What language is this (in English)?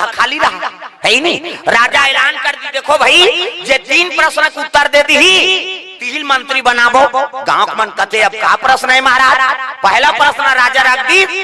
Chhattisgarhi